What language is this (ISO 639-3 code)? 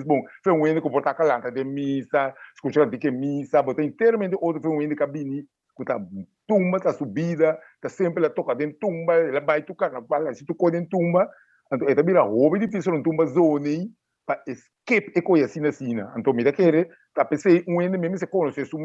pap